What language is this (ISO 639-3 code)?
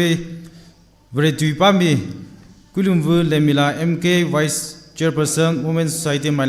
nmf